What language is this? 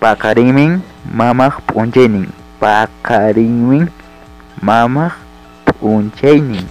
Ayacucho Quechua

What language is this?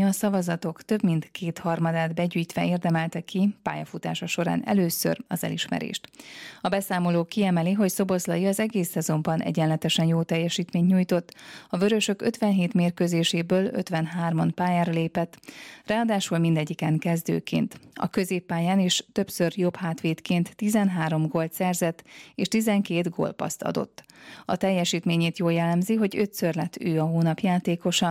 Hungarian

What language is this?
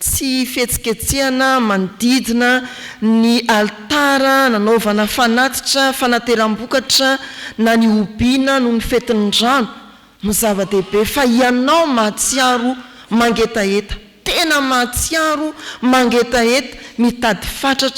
Malagasy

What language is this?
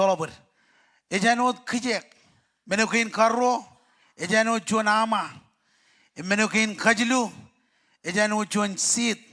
Marshallese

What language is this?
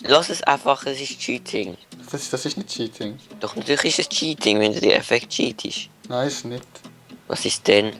Swiss German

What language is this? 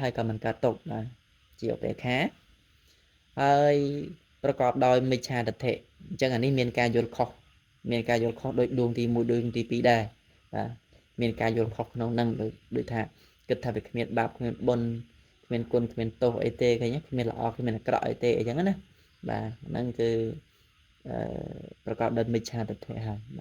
Khmer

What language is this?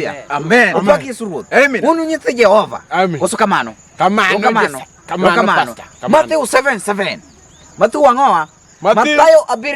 Luo (Kenya and Tanzania)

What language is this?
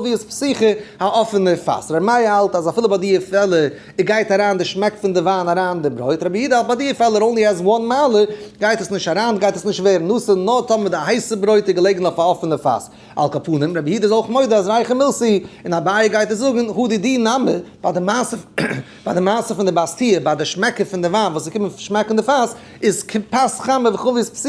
Yiddish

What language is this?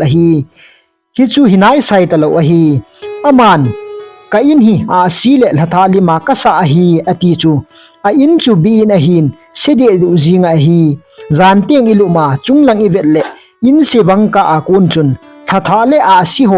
Thado Chin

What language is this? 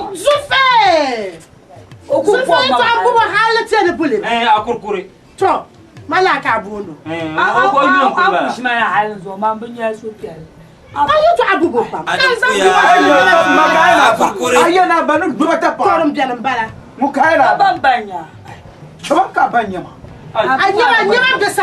Dagbani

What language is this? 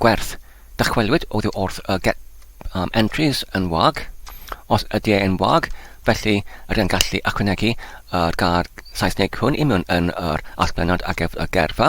Welsh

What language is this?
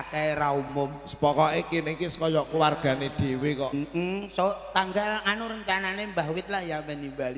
Javanese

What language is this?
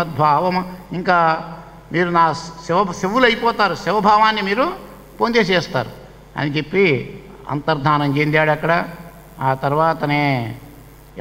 Telugu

